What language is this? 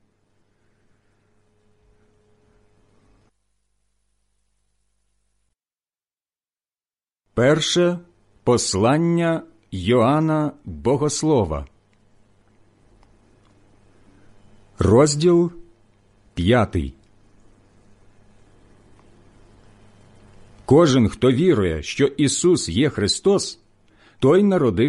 Ukrainian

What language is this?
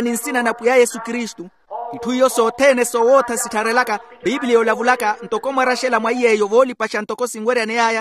Makhuwa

